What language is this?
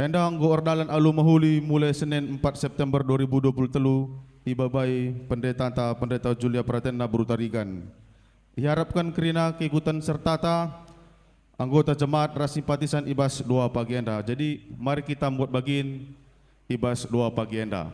Batak Karo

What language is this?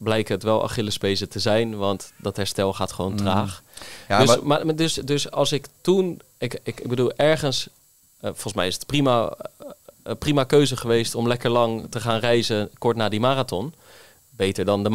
Dutch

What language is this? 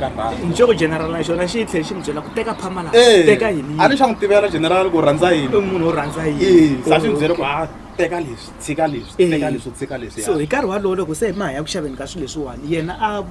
Tsonga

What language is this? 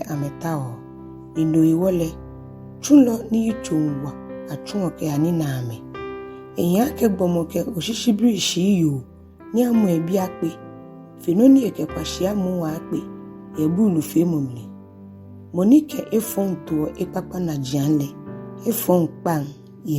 Ga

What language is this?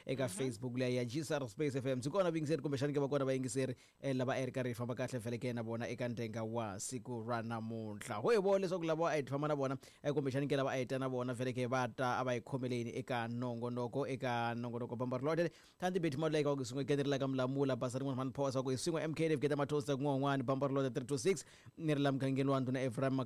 Tsonga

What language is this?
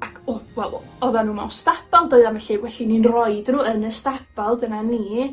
Welsh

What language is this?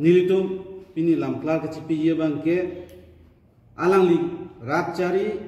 Karbi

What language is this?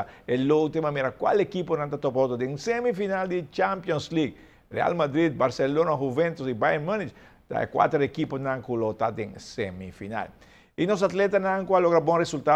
Papiamento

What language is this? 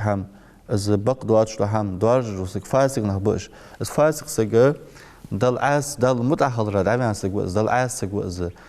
Ingush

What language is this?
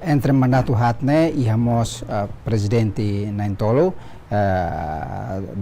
Tetum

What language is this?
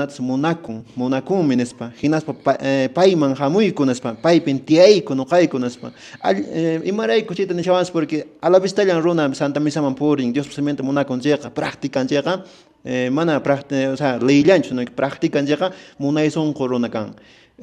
Quechua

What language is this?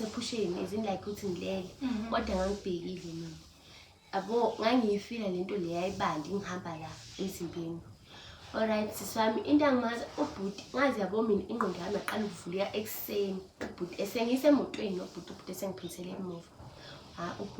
Zulu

